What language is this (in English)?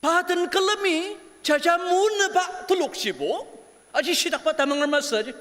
Ao Naga